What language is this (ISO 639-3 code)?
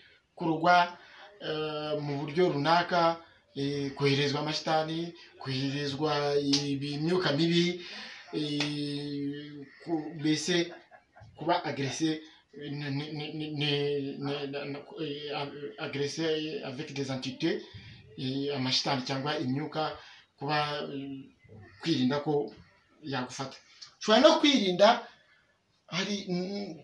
kin